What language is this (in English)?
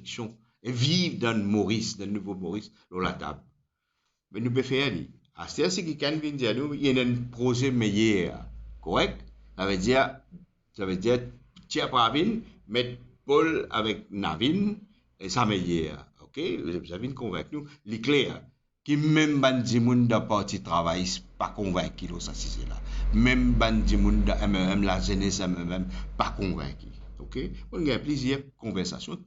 Morisyen